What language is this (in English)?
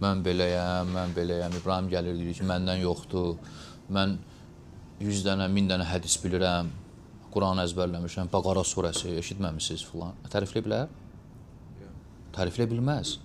Azerbaijani